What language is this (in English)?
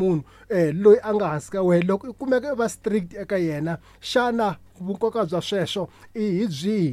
Tsonga